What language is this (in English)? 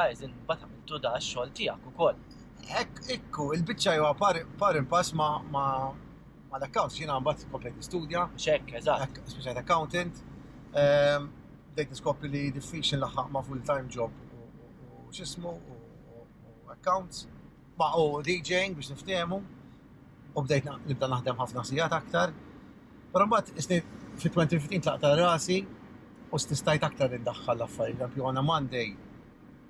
Maltese